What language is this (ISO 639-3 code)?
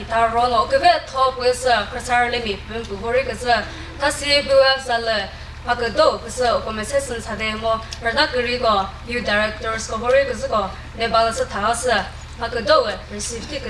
nri